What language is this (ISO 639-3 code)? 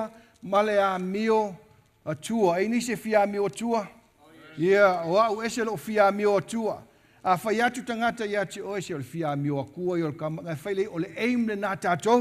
smo